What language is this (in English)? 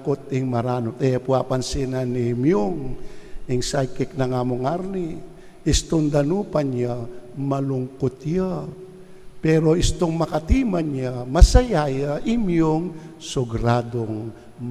Pampanga